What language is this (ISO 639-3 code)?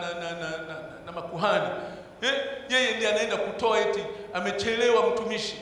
swa